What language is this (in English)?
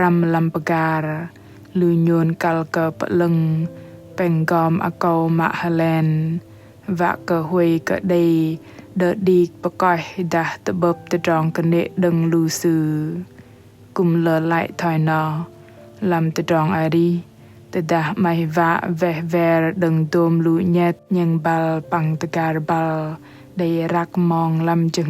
Bahnar